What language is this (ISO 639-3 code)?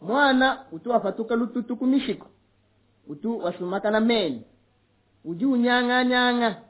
lua